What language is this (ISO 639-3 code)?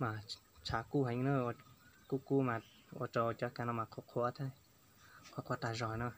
hmn